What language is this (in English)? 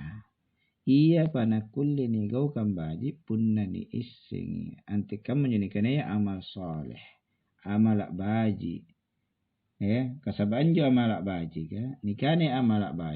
Makasar